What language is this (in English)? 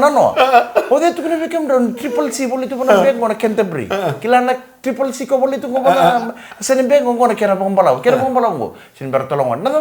Fijian